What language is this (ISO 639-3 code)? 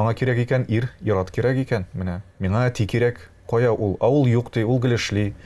tat